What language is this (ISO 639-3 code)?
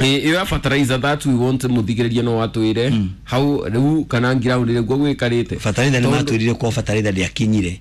kik